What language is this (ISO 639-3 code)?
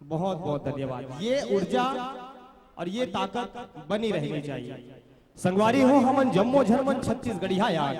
hne